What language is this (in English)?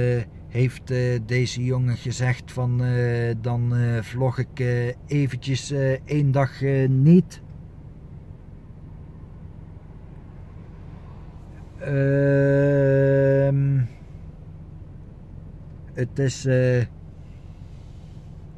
Dutch